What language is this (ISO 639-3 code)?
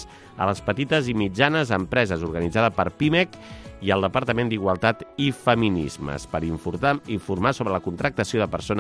cat